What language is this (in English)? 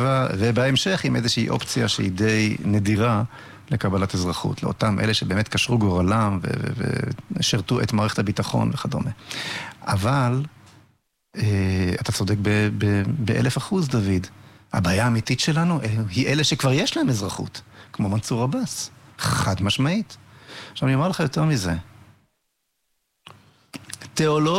Hebrew